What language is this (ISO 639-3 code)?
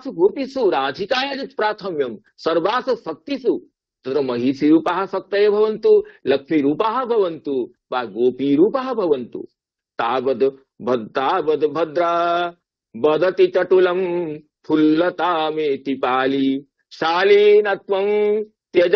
san